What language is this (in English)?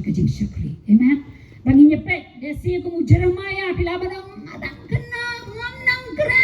Khasi